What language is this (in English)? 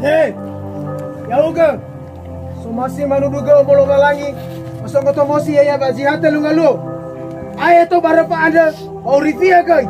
Nias